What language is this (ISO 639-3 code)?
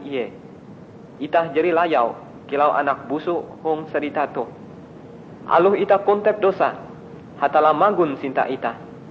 nij